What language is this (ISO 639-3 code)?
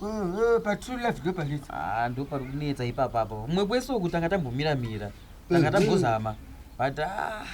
sna